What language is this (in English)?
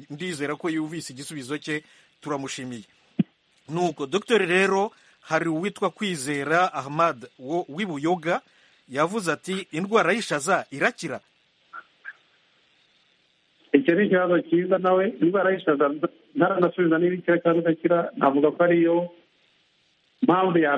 Kinyarwanda